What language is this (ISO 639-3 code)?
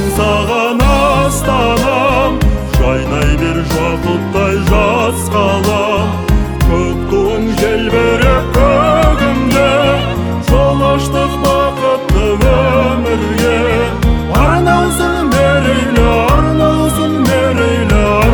kaz